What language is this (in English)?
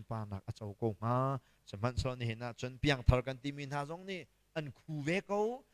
Hakha Chin